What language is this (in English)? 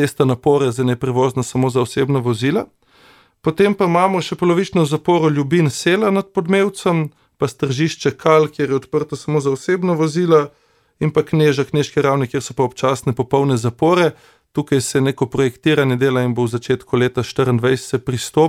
Slovenian